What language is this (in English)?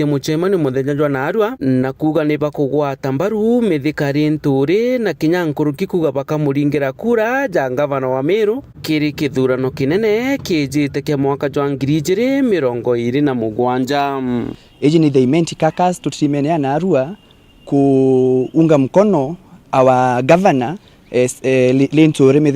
Meru